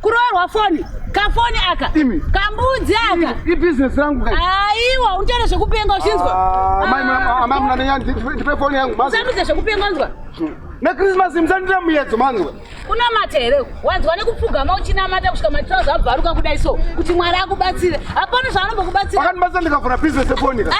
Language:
Shona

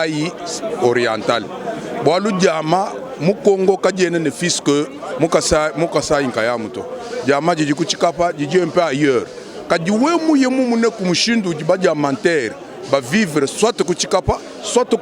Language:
Luba-Lulua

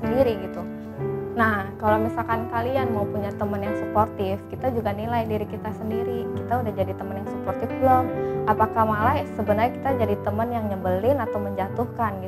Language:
Indonesian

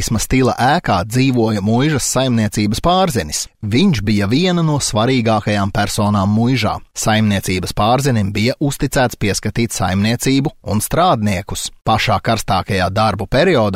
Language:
Latvian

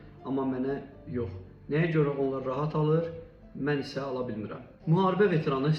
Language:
Azerbaijani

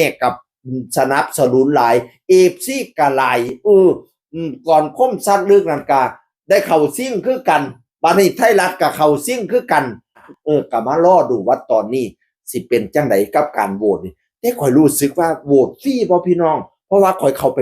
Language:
Northeastern Thai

